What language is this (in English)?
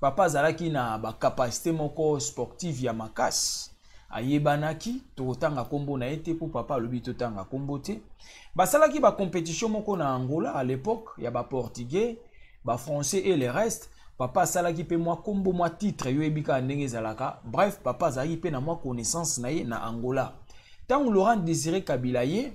Lingala